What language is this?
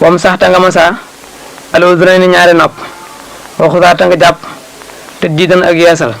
Wolof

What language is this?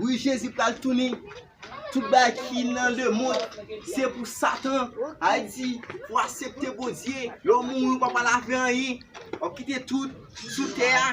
Haitian Creole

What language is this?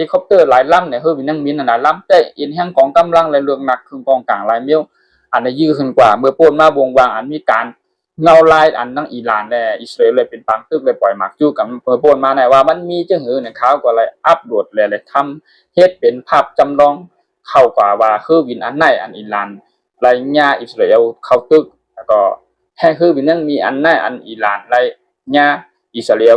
Shan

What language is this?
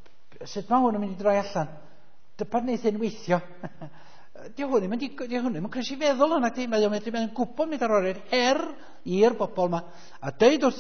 Welsh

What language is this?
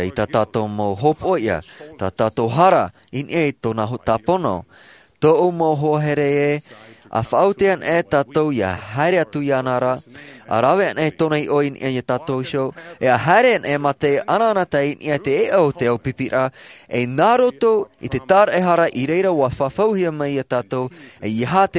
Tahitian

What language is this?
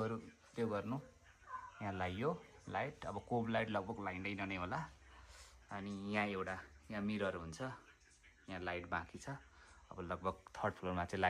Nepali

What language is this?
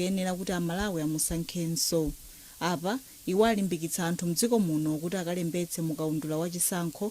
Nyanja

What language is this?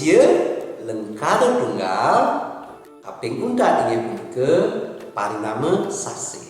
Balinese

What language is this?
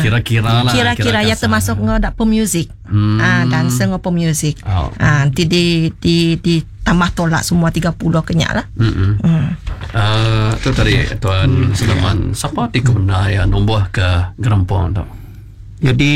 Iban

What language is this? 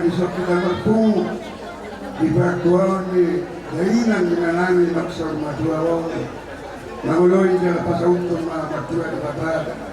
Batak Toba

